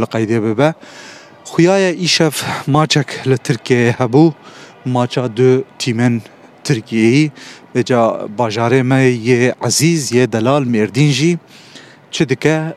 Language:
Kurdish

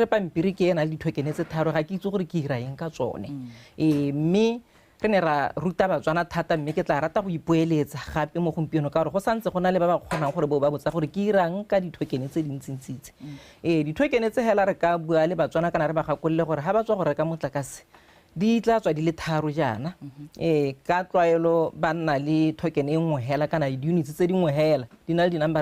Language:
Tswana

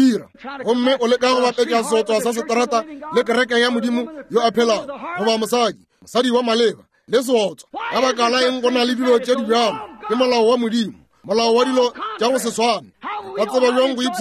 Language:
Northern Sotho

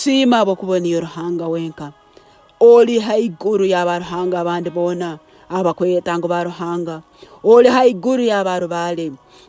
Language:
Nyankole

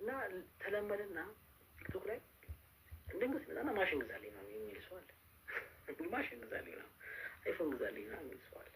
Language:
Amharic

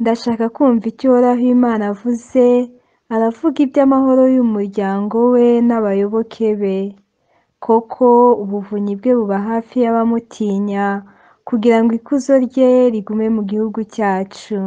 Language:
Kinyarwanda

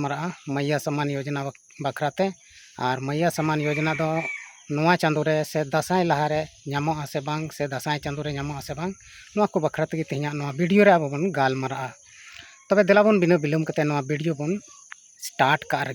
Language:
Santali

